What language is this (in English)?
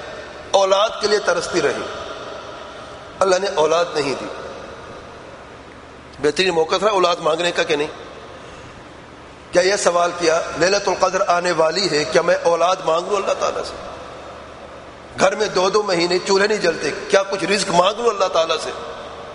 Urdu